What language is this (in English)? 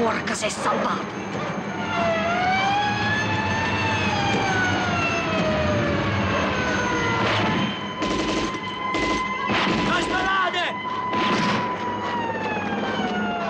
Italian